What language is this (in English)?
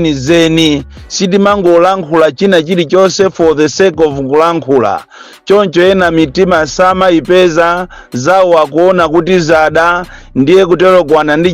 Nyanja